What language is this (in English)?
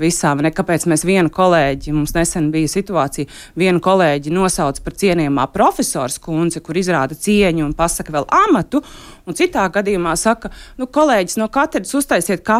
Latvian